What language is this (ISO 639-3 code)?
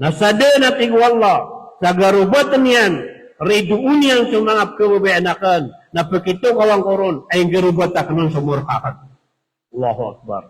mrw